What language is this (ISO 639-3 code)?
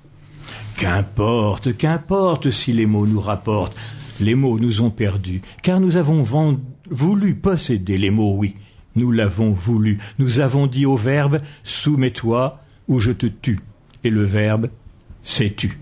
fra